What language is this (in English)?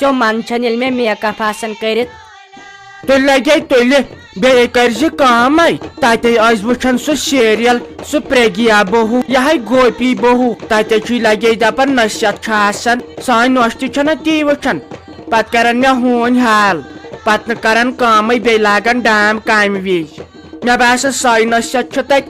Kashmiri